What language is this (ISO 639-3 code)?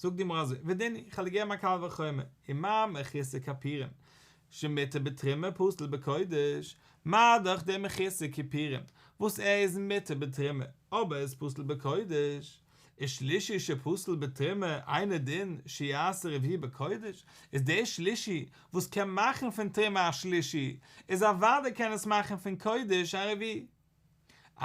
yid